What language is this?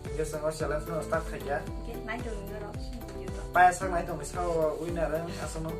Kok Borok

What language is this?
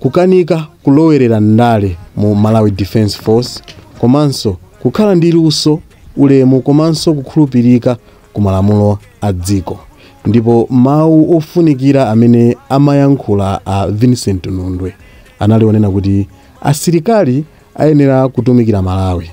Nyanja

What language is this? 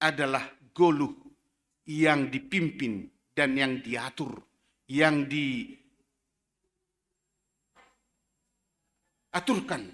Batak Simalungun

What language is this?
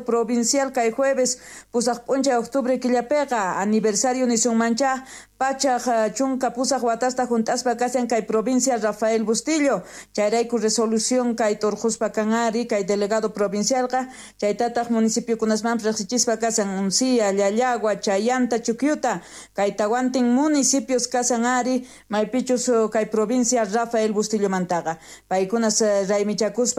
South Bolivian Quechua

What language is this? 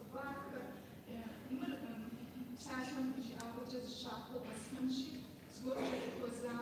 Kabardian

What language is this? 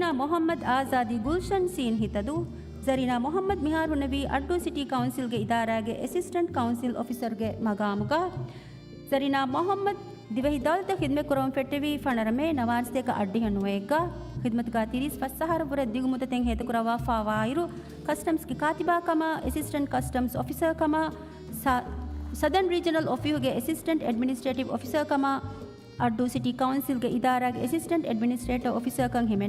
Divehi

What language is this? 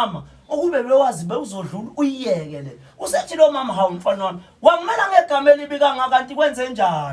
Zulu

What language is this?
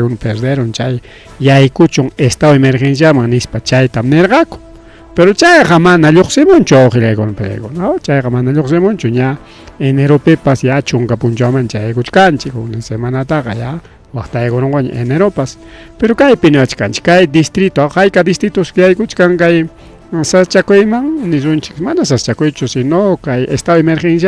Ayacucho Quechua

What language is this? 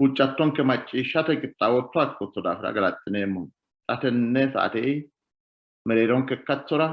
Sidamo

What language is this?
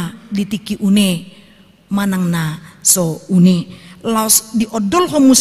Batak Toba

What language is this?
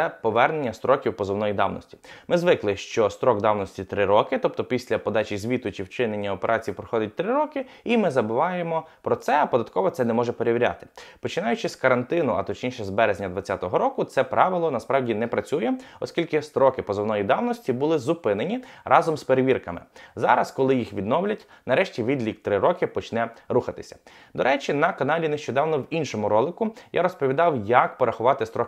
Ukrainian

